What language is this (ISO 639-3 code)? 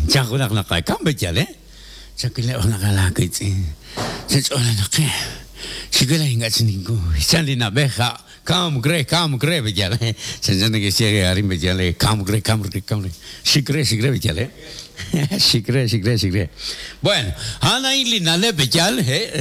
kek